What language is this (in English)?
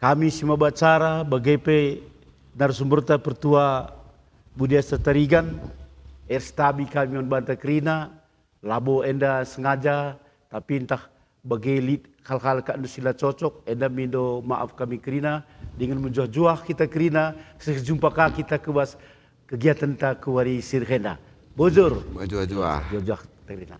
Batak Karo